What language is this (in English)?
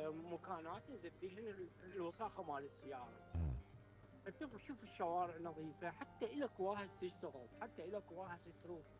Mesopotamian Arabic